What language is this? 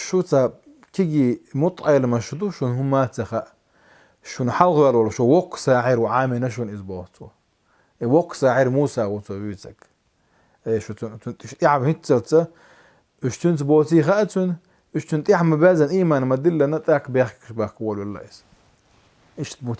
Chechen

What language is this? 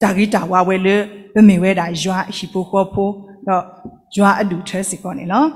S'gaw Karen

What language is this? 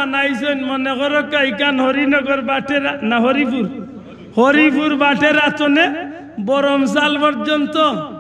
Sylheti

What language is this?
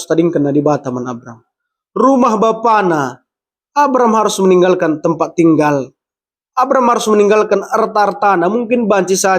Batak Karo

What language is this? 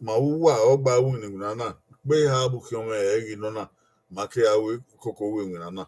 Bini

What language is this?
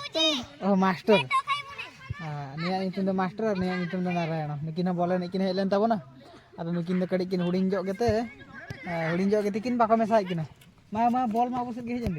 Santali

